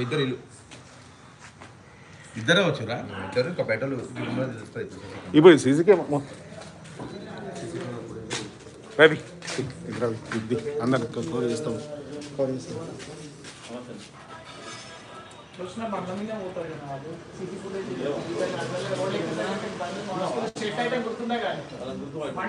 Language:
Telugu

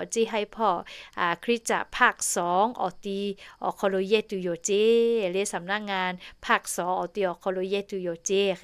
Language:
Lahu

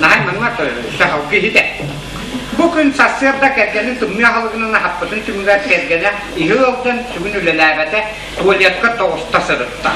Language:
Yakut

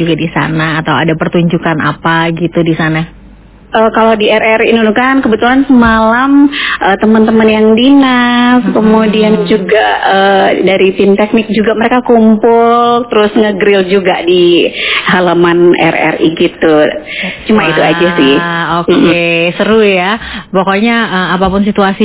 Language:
Indonesian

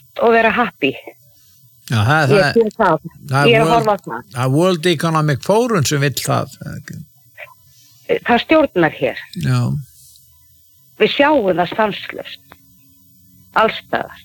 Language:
Icelandic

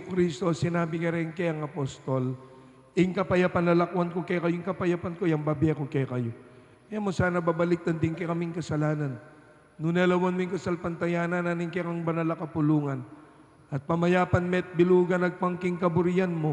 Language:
Pampanga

